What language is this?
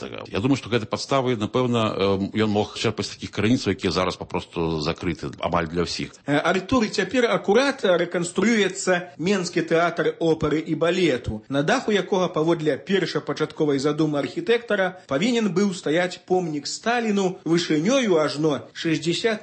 Belarusian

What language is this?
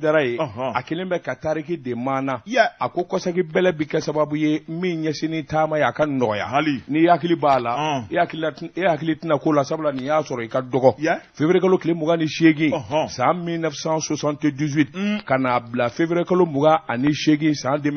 Bambara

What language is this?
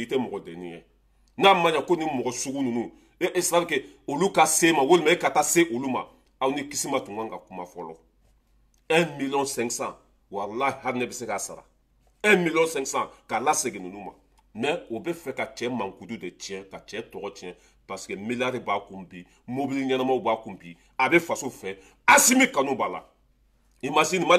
Bambara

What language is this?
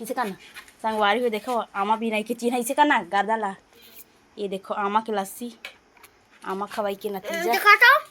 Chhattisgarhi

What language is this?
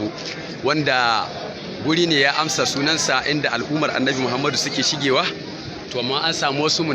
Hausa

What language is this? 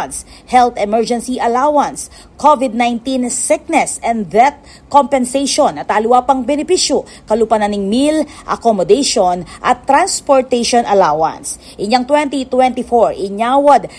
Pampanga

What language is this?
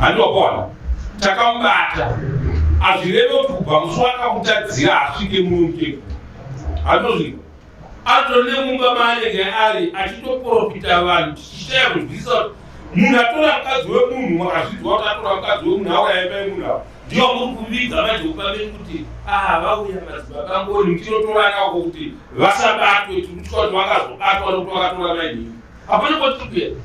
Shona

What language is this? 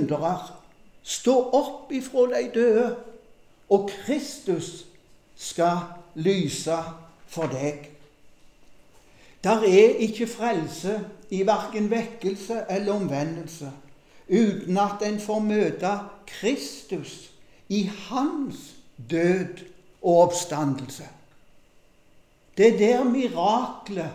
Norwegian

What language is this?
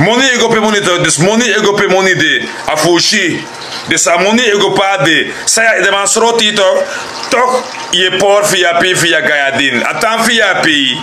Sranan Tongo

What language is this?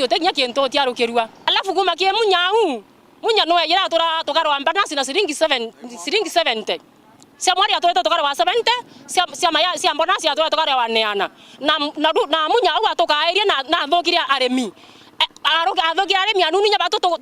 Meru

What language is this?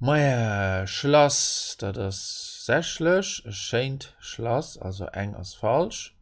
Luxembourgish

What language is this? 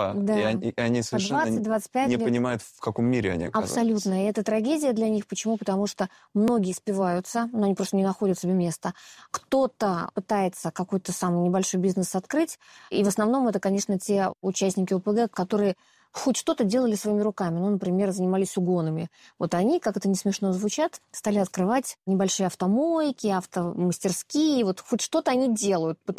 Russian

